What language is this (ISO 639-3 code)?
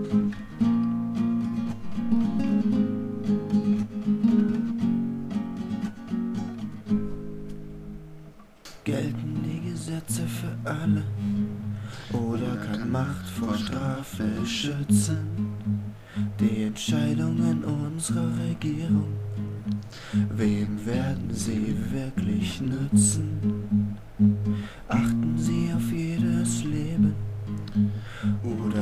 deu